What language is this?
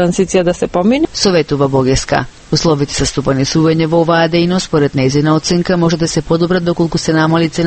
Macedonian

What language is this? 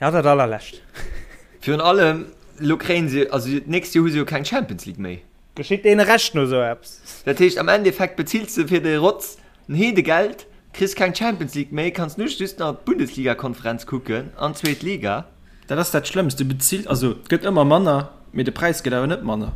Luxembourgish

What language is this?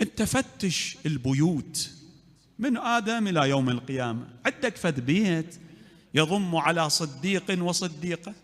Mesopotamian Arabic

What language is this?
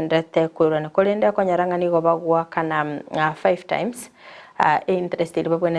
Gusii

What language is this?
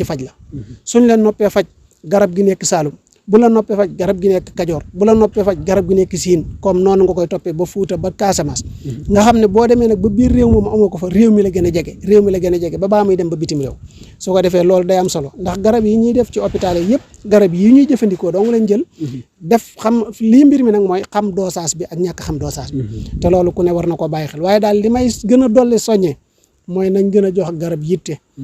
Wolof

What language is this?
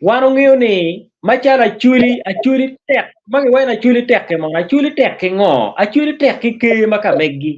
Acoli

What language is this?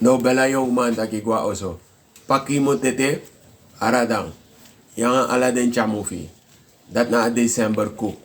Sranan Tongo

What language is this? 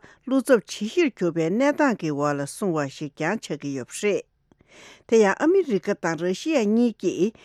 Tibetan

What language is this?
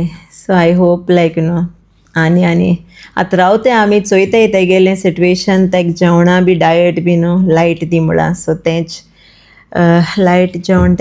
Konkani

